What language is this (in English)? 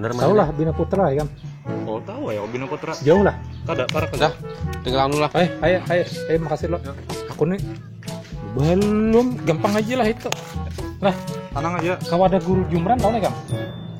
Banjar